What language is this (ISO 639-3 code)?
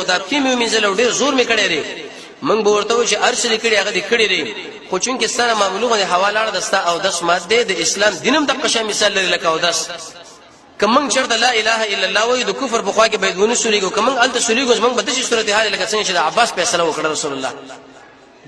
pus